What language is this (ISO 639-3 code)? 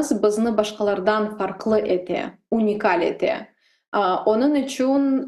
crh